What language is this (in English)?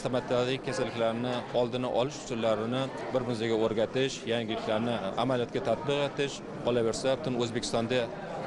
Uzbek